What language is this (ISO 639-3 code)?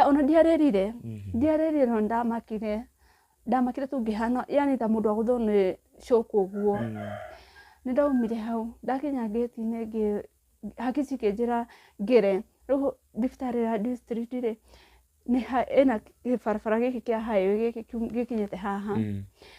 kik